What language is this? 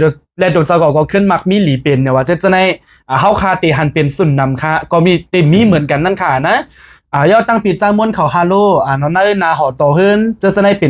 Shan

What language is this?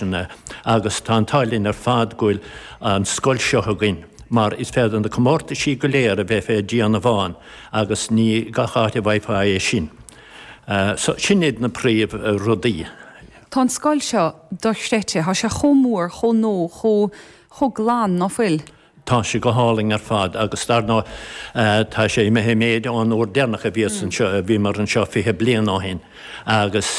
Irish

